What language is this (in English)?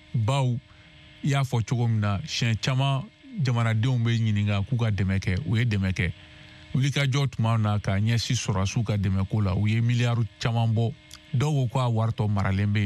Bambara